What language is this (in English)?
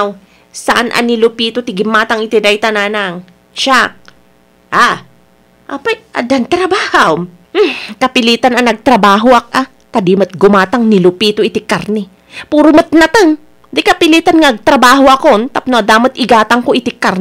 Iloko